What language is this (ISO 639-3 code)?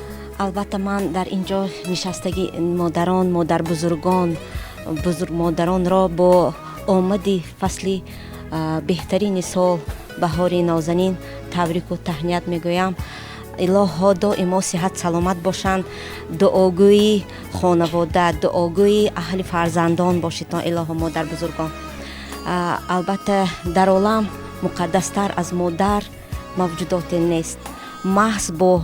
tgk